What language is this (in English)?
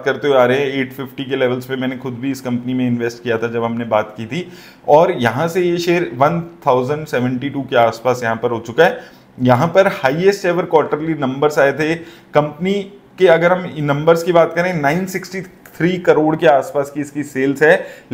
Hindi